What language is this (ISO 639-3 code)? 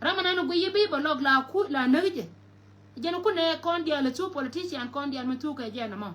nus